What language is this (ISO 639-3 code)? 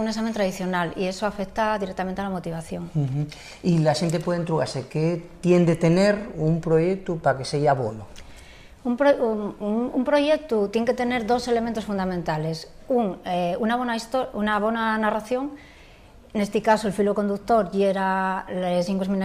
ast